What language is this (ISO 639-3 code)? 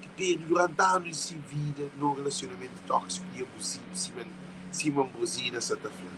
kea